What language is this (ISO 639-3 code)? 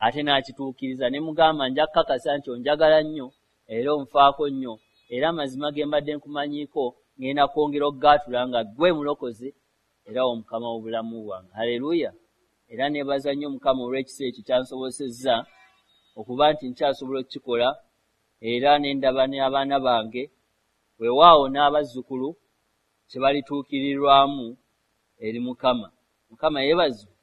lug